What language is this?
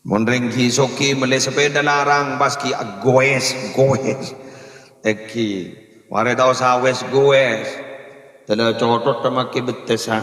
Madurese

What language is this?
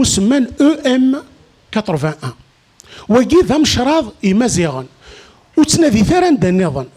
Kabyle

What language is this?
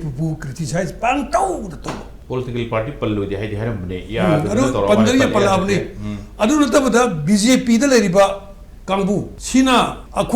Manipuri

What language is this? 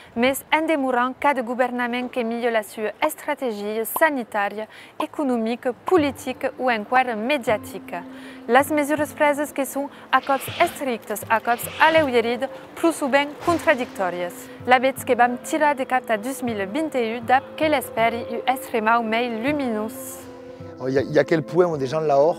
Occitan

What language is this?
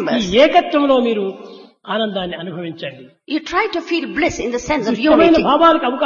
Telugu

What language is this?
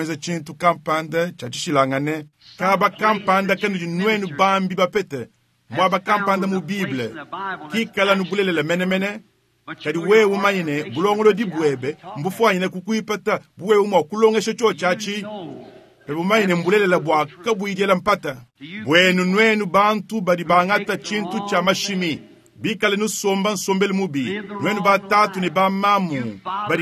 Luba-Lulua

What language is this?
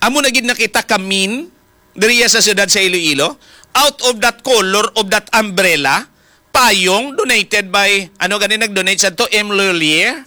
Hiligaynon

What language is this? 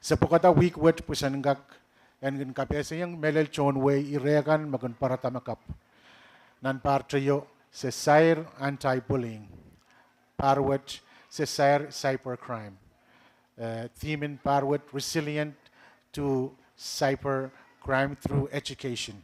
Pohnpeian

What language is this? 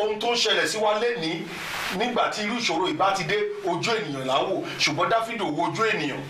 Yoruba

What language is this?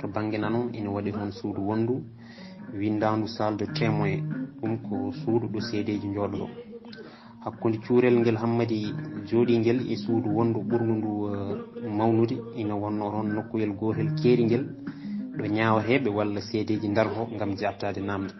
Fula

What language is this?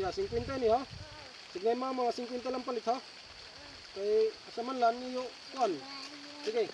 Waray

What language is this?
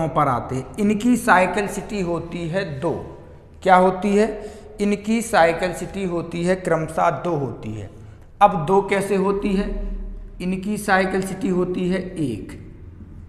Hindi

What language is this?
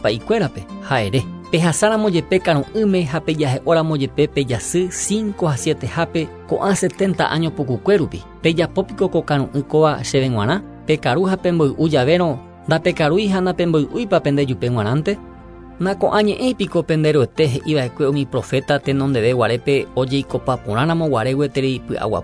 Guarani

